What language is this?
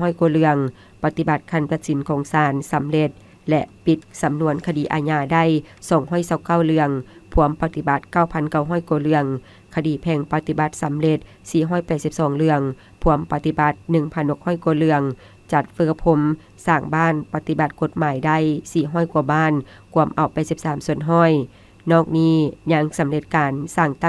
Lao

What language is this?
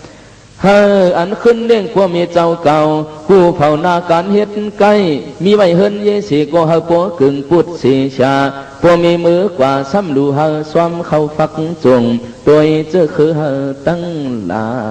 Shan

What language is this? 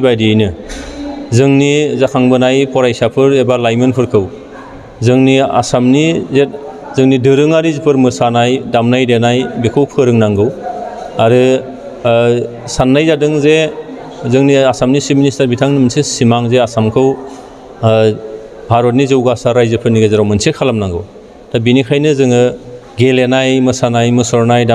Bodo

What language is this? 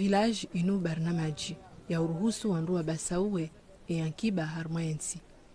Ngazidja Comorian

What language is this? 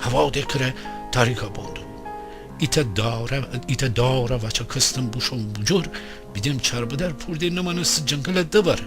Gilaki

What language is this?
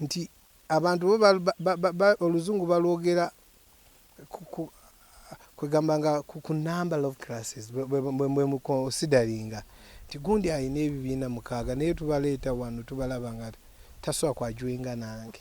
Ganda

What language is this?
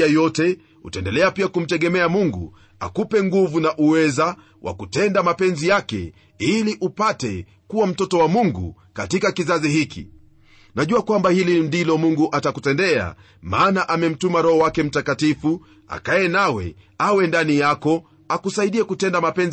Swahili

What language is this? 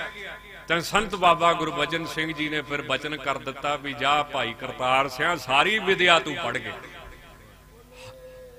Punjabi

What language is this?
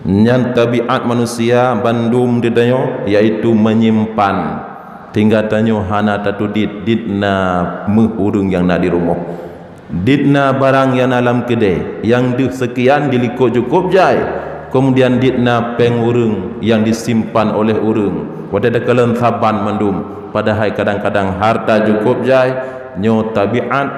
Achinese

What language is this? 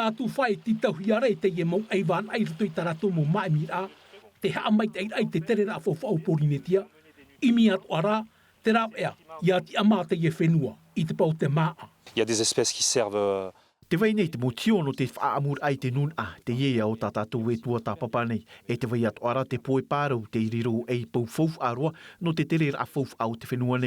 Tahitian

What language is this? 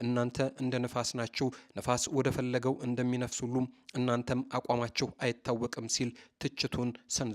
Amharic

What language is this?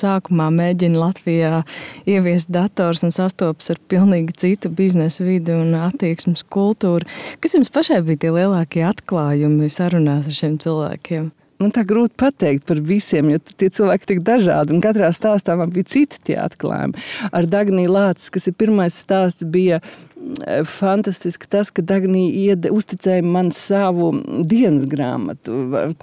Latvian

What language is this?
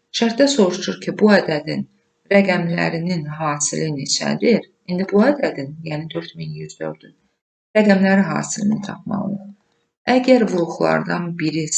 Azerbaijani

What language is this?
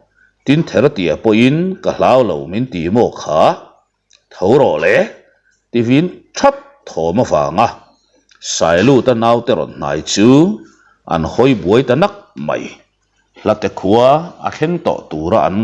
Mizo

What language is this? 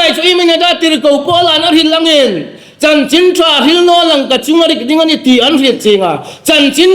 Hmar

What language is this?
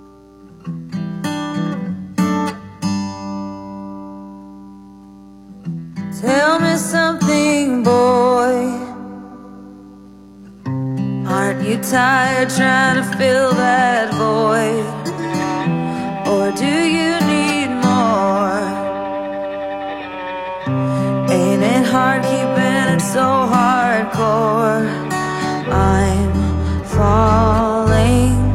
English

